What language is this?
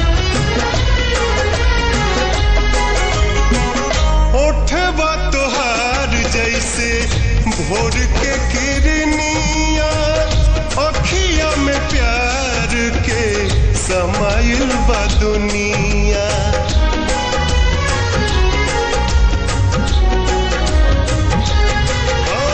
Bhojpuri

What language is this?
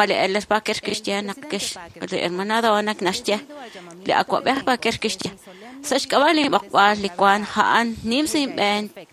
Kekchí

